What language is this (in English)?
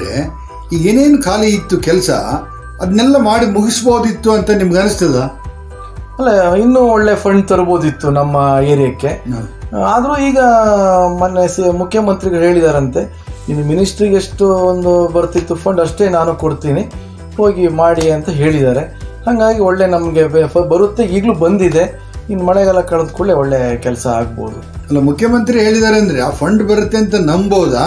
Kannada